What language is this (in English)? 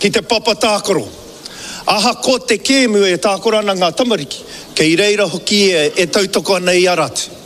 Māori